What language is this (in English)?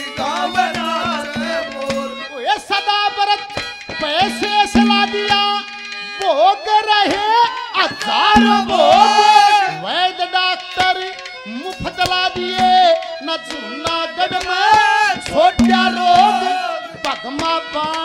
Hindi